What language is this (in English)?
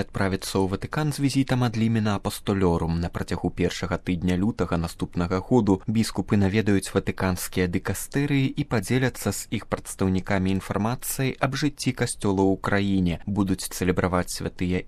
Belarusian